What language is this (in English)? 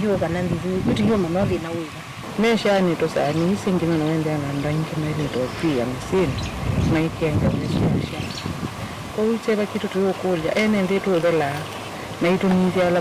Kamba